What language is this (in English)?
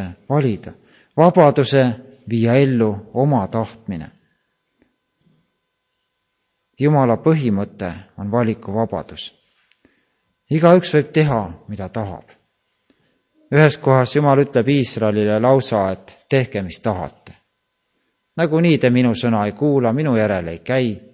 Estonian